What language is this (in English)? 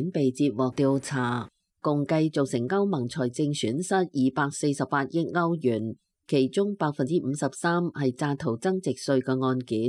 Cantonese